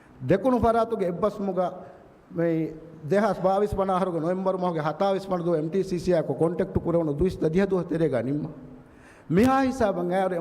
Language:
Divehi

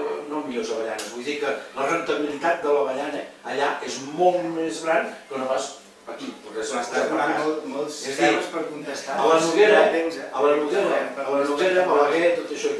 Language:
Catalan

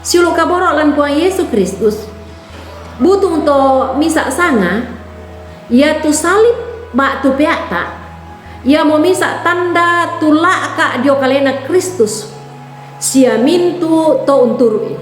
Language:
Toraja-Sa'dan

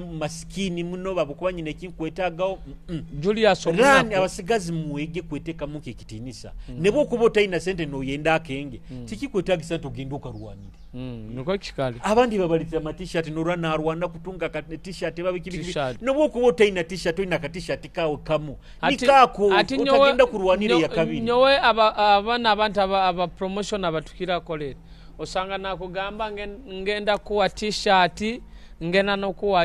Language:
Nyoro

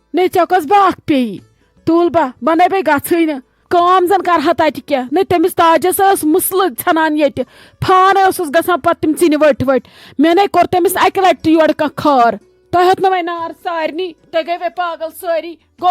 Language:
Kashmiri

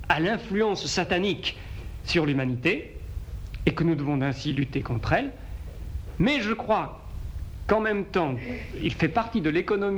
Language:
French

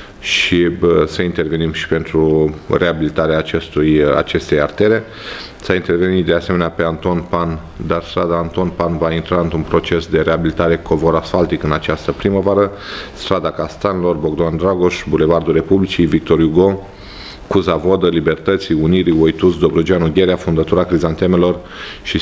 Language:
Romanian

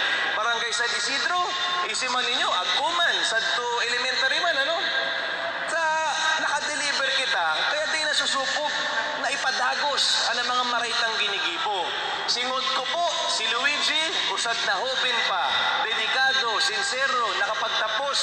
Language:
Bikol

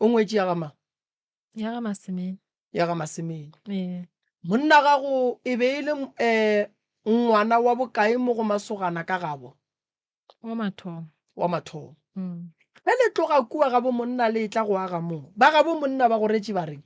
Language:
Northern Sotho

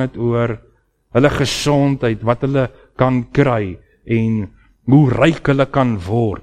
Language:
Afrikaans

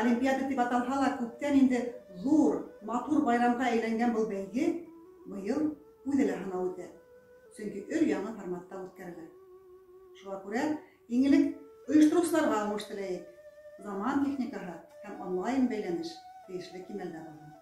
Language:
Bashkir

